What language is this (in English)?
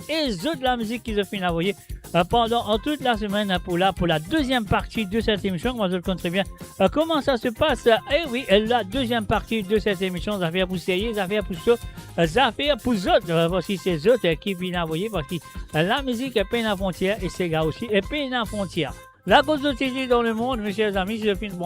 Morisyen